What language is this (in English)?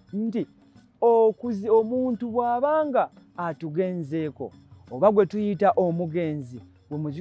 Ganda